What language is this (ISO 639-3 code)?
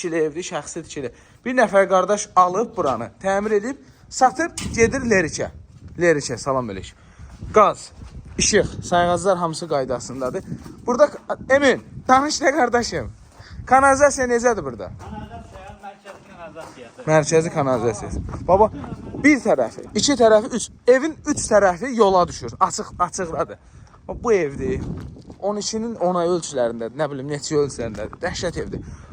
aze